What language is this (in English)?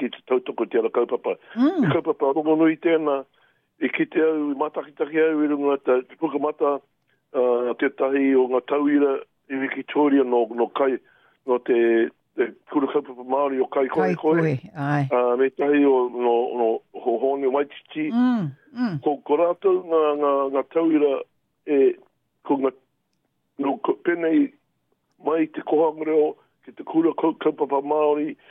Māori